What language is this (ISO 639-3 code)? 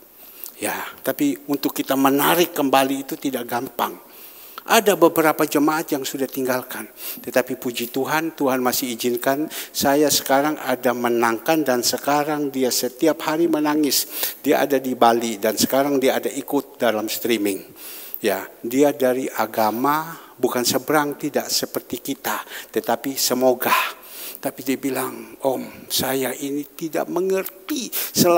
ind